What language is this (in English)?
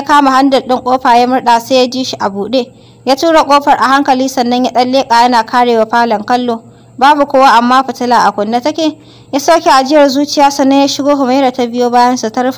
Hausa